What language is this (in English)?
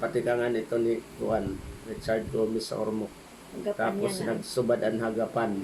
Waray